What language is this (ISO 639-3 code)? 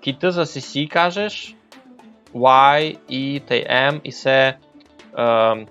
rue